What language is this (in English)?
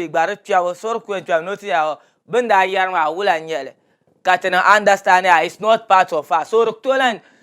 Dagbani